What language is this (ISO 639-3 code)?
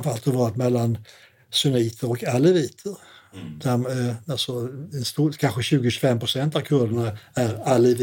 swe